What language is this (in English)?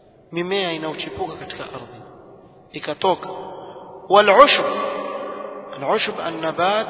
Swahili